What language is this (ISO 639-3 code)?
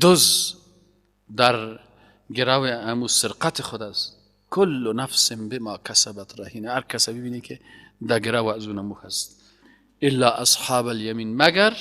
fas